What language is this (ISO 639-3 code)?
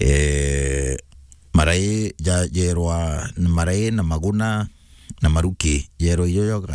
mer